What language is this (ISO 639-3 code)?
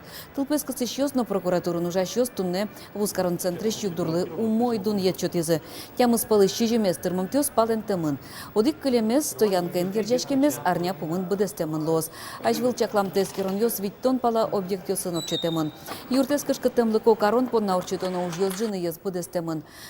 udm